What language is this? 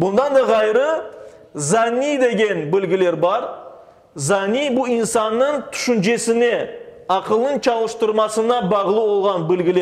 Crimean Tatar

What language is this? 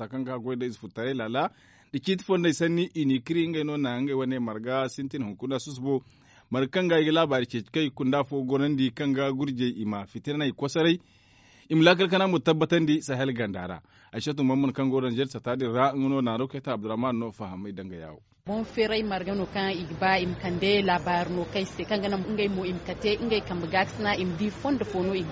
Zarma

